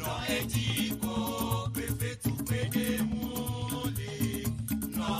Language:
Ewe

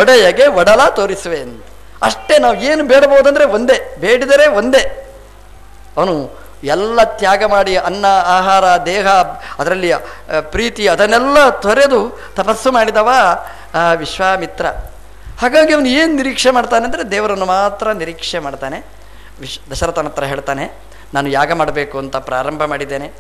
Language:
Kannada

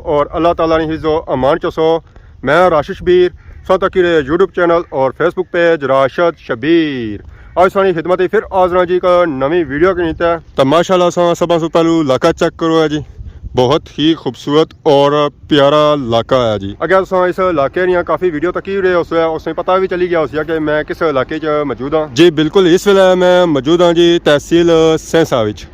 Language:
Pahari-Potwari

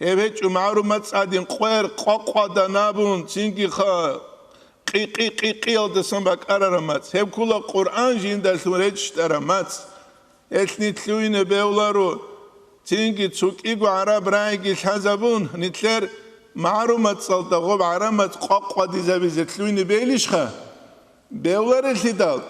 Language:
Avaric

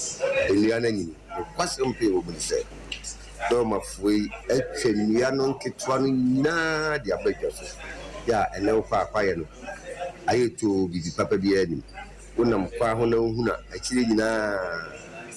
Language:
Akan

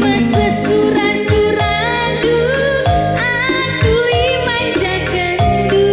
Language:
Batak Karo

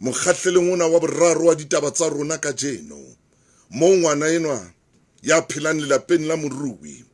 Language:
Southern Sotho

